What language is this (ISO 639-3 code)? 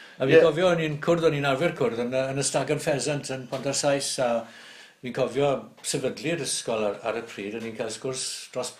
cym